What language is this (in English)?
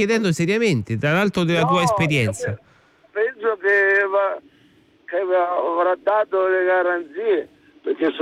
Italian